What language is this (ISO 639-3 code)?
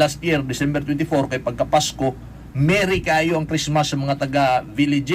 ceb